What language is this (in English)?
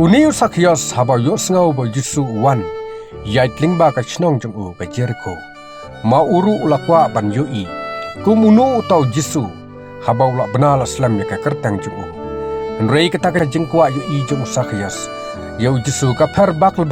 Khasi